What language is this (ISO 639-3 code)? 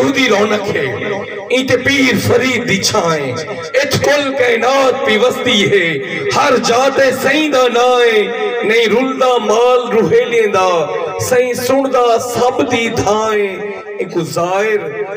skr